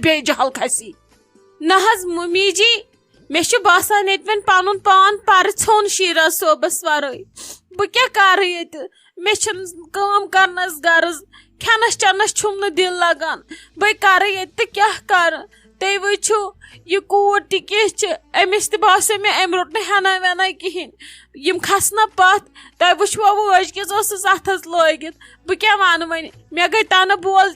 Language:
Kashmiri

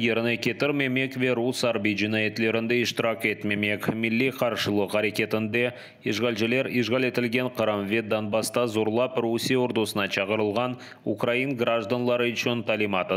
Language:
Crimean Tatar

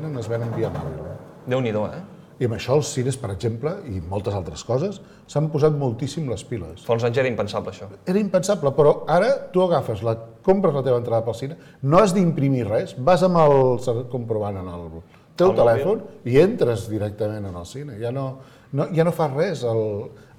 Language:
Catalan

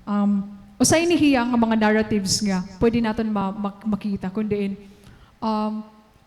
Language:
Waray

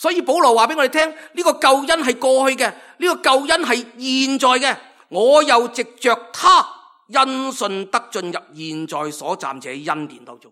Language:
Cantonese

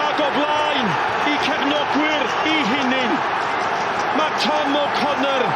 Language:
Welsh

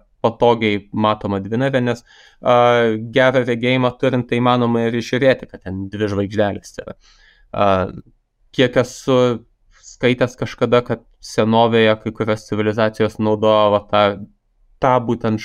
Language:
Lithuanian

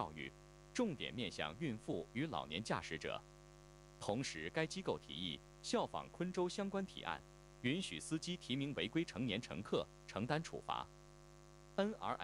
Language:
Chinese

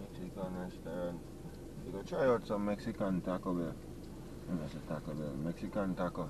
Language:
Jamaican Creole English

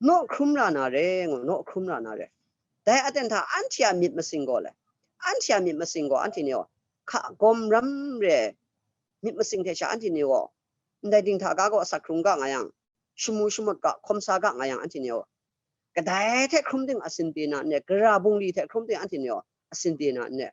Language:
Kachin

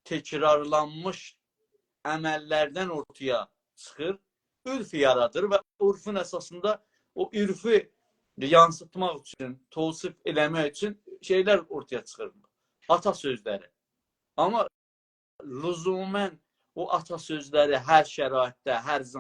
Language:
South Azerbaijani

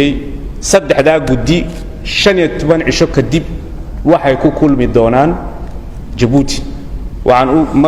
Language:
Somali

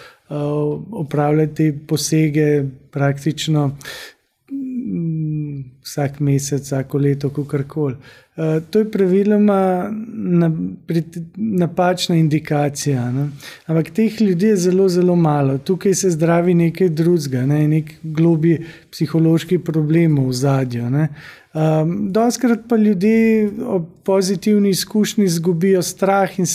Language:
Slovenian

